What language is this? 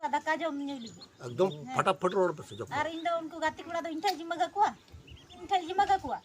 Santali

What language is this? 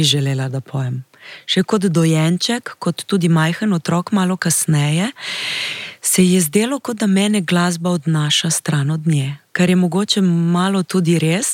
Slovenian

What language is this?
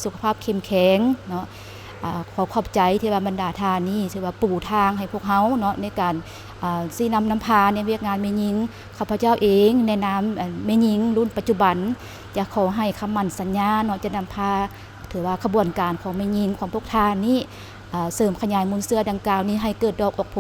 Lao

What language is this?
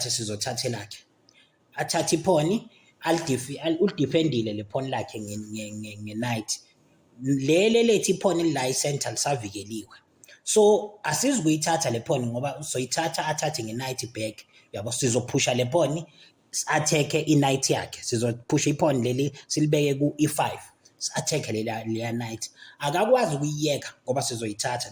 Zulu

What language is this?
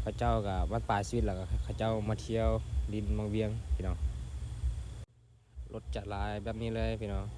Lao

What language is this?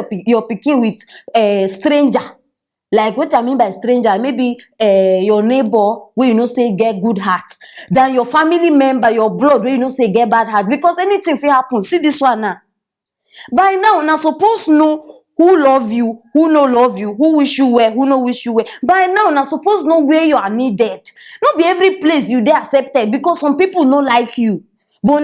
Nigerian Pidgin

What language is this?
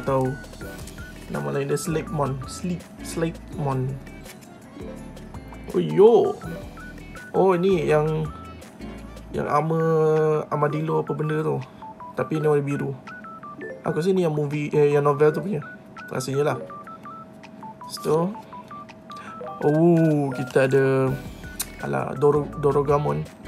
Malay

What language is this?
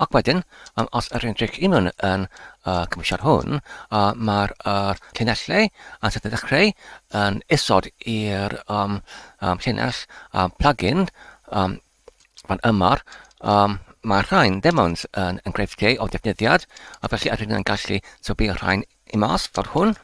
Welsh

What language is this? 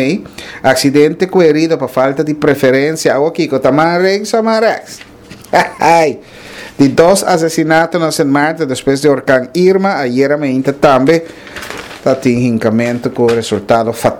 Papiamento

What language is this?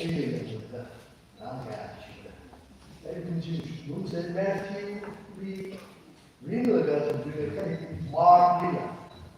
Tangkhul Naga (India)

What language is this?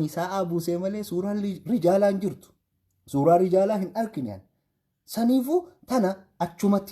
Oromo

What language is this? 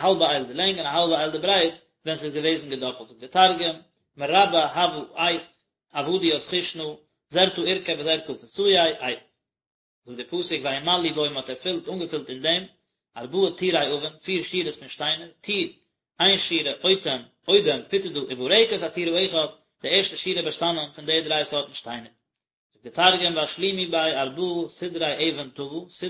Yiddish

